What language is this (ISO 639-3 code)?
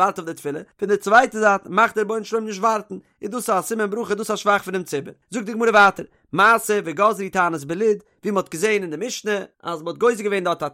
yid